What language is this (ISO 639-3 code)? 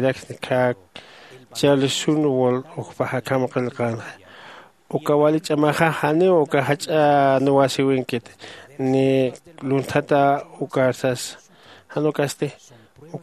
aym